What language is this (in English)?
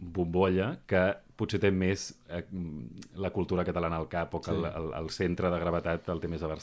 Catalan